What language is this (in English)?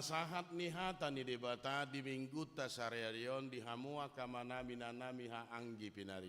Batak Toba